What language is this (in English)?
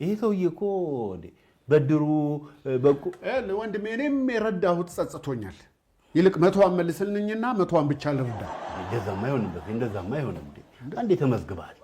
Amharic